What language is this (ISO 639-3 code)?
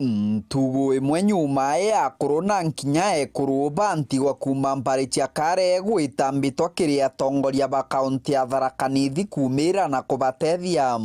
mer